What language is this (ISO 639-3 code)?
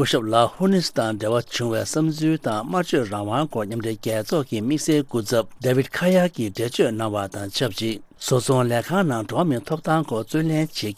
bod